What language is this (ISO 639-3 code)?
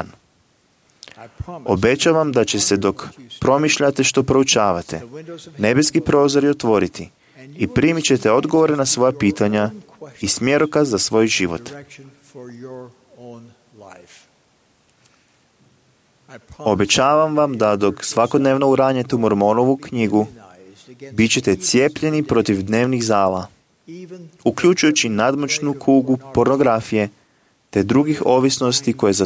hrv